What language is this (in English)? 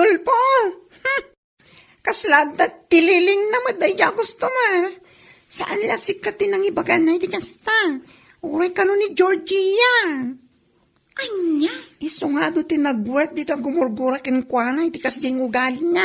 Iloko